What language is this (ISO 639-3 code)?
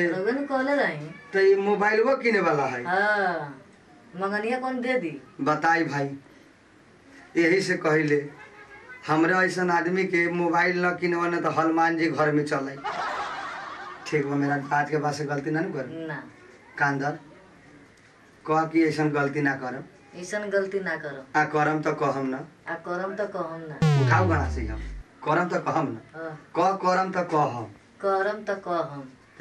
bho